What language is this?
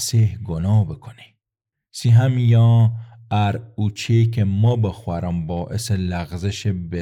Gilaki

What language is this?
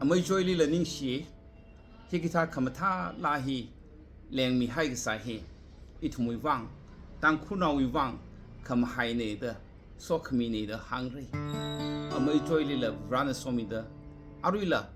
Tangkhul Naga (India)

